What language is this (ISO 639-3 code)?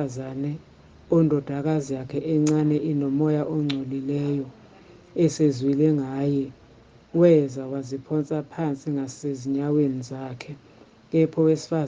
zul